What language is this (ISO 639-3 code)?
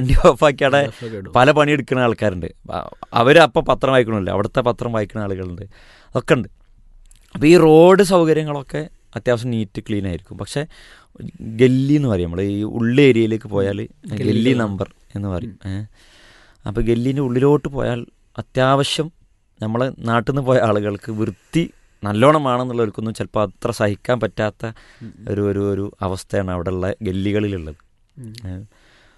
mal